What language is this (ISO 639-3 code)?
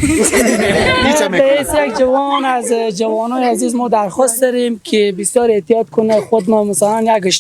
fas